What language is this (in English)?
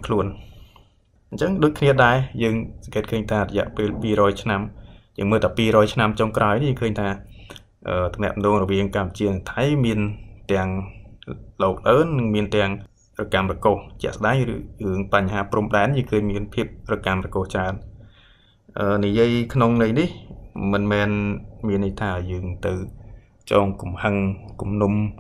Khmer